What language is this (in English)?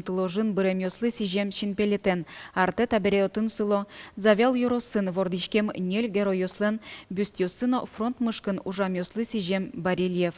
Udmurt